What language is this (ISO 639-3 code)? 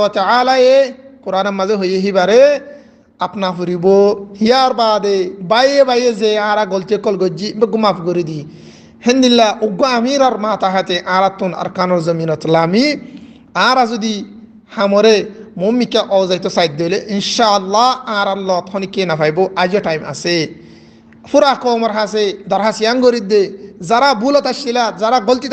rhg